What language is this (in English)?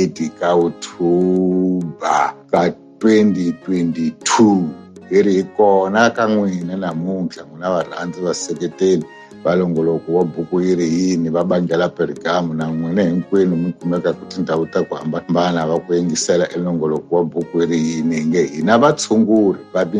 Tsonga